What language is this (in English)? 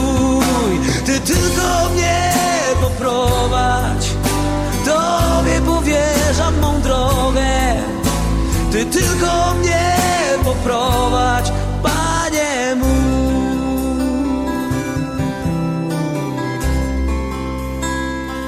Polish